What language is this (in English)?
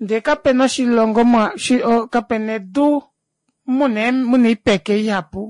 Kuanyama